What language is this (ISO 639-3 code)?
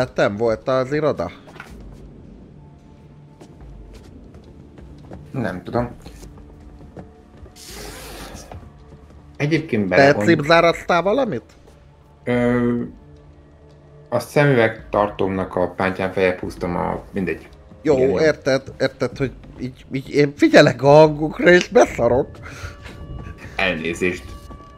hun